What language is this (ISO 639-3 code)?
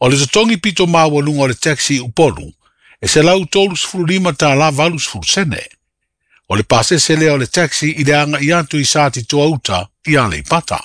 smo